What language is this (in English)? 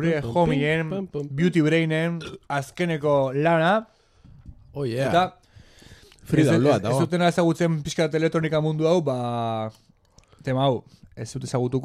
Basque